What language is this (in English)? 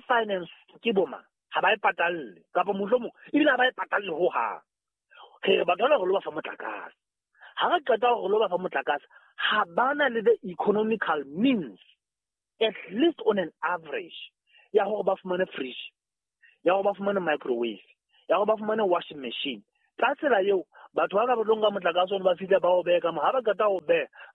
Southern Sotho